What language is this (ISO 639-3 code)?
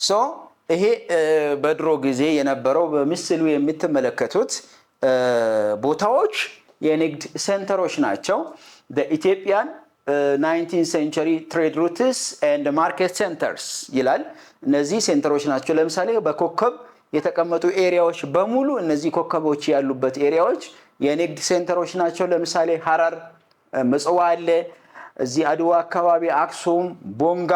amh